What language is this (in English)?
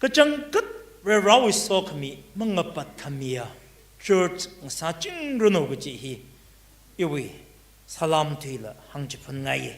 Tangkhul Naga (India)